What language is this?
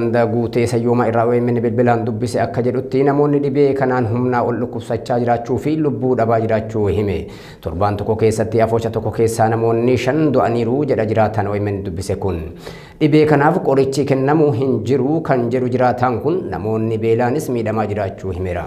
Oromo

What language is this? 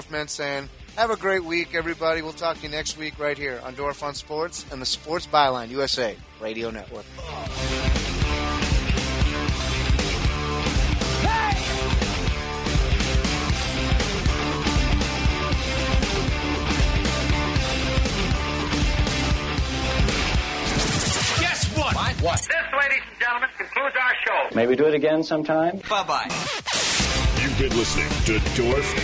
English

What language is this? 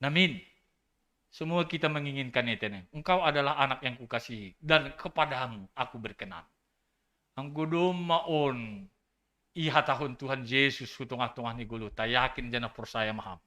Batak Simalungun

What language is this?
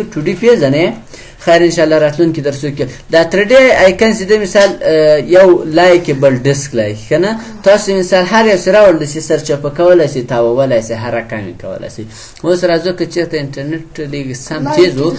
Pashto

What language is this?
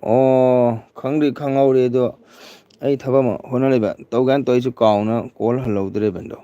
Manipuri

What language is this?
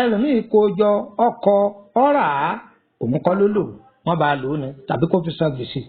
Yoruba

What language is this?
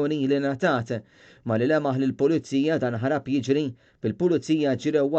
Maltese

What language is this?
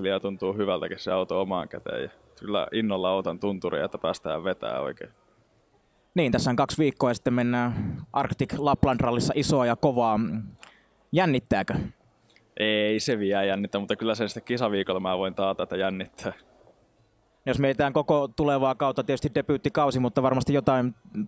Finnish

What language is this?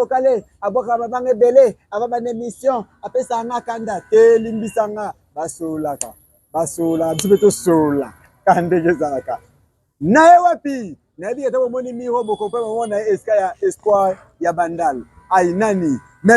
Lingala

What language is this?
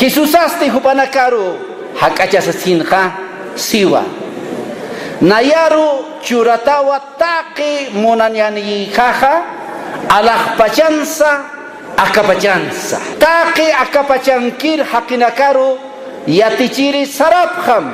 Aymara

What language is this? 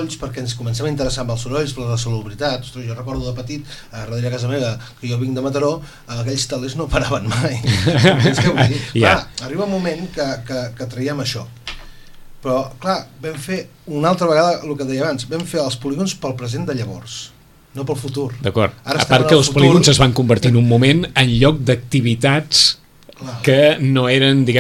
Catalan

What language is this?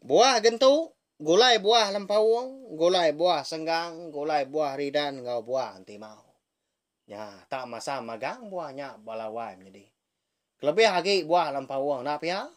Iban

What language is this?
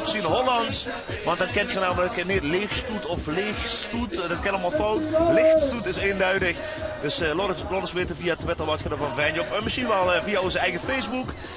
Limburgish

